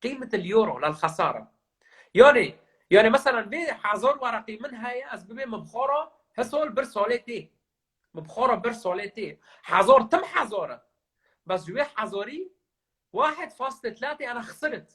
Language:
Kurdish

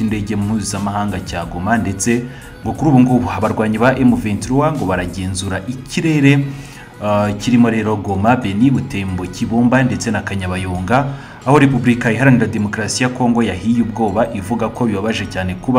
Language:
Kinyarwanda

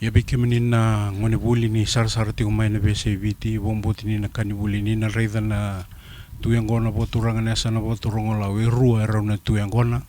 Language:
Fijian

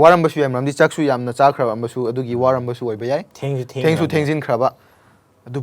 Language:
Manipuri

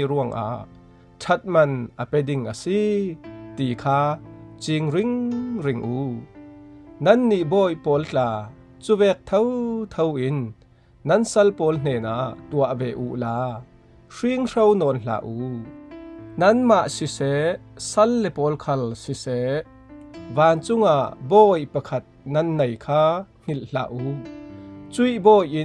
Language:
Falam Chin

